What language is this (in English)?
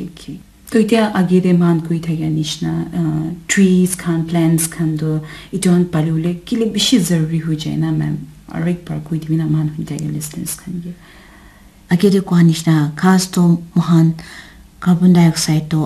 Naga Pidgin